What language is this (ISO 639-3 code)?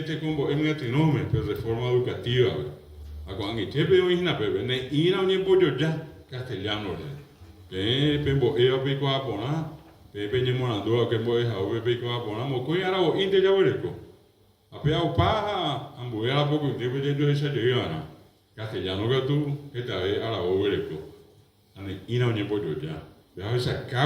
grn